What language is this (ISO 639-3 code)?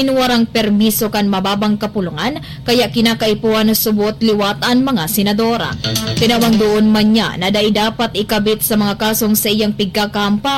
bik